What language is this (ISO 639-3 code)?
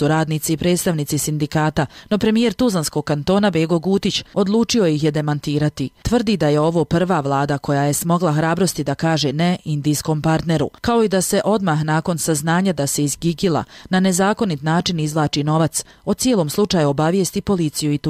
bos